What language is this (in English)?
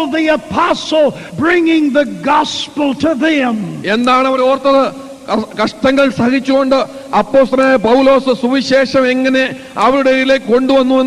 Malayalam